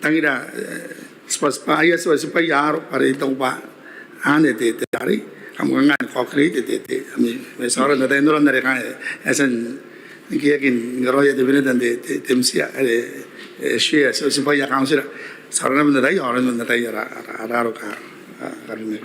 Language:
Gilbertese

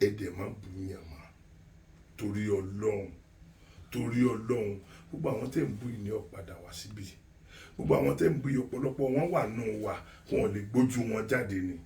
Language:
Yoruba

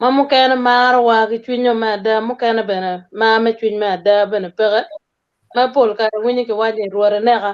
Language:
Acoli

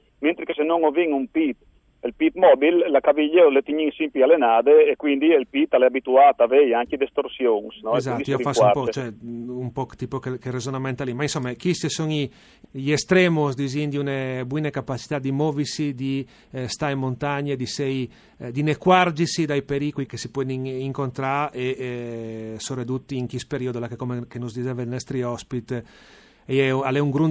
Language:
Friulian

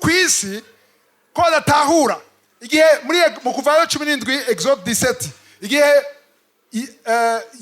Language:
Rundi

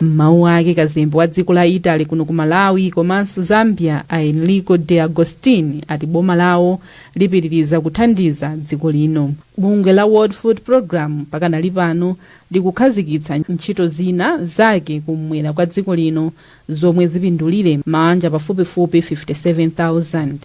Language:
Nyanja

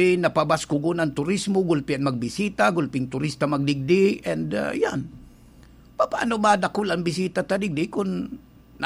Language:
Bikol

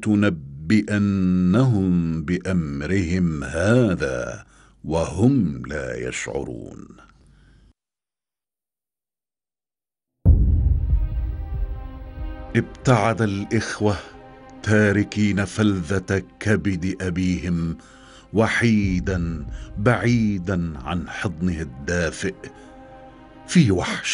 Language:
Arabic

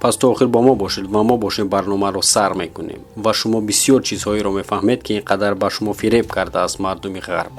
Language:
Tajik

